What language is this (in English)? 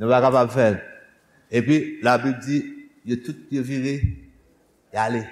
Haitian Creole